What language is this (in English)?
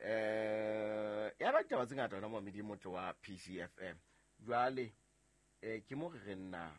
Southern Sotho